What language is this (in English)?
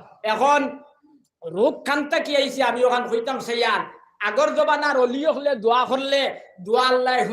Sylheti